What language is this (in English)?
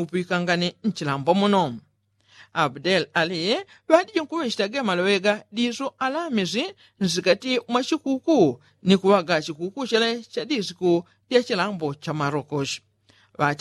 Yao